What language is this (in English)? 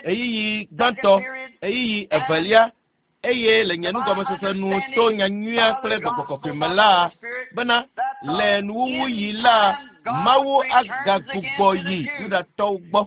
Ewe